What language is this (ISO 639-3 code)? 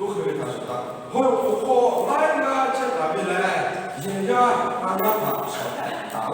lhu